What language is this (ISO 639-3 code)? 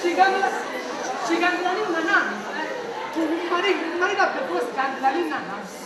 nap